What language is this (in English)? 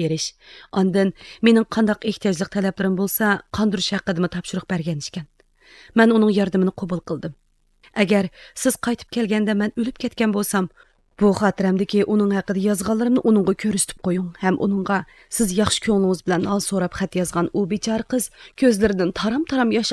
Uyghur